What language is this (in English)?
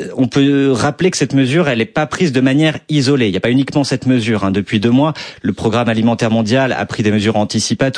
French